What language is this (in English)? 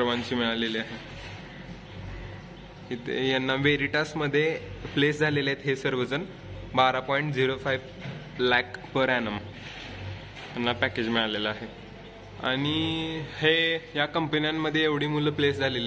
Marathi